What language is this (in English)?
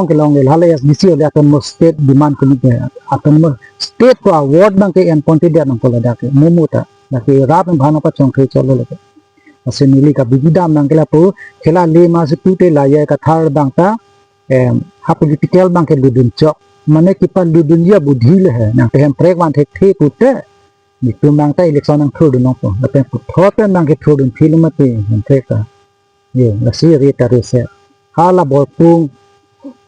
Karbi